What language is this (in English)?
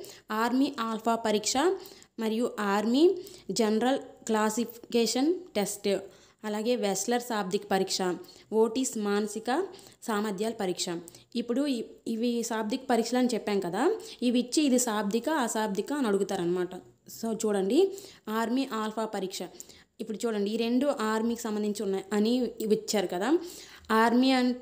Telugu